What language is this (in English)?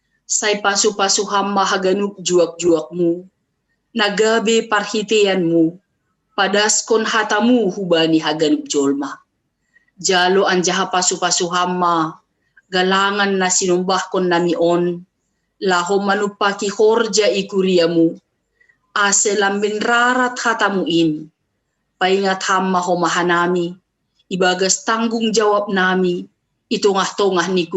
Batak Simalungun